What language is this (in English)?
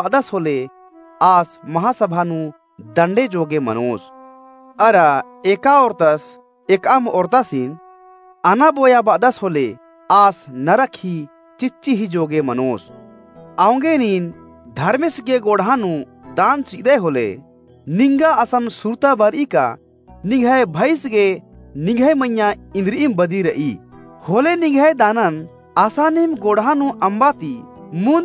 Kurukh